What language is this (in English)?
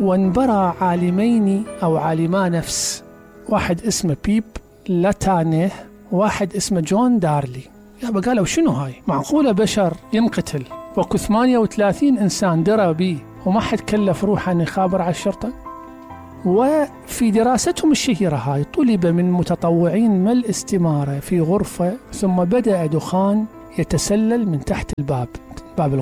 Mesopotamian Arabic